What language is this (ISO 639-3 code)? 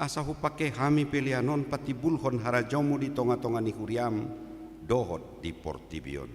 bbc